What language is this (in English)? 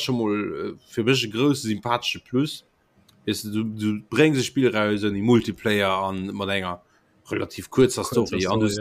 Luxembourgish